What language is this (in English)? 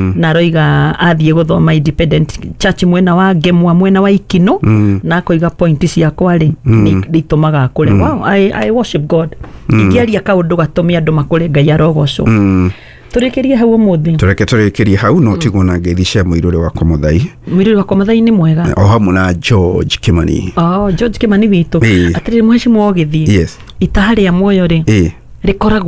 Kikuyu